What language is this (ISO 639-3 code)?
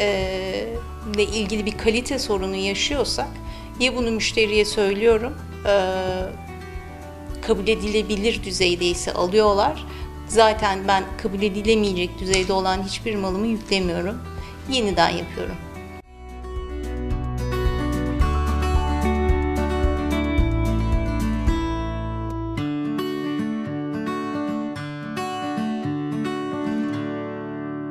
tur